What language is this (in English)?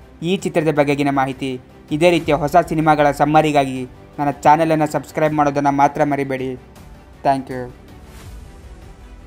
Kannada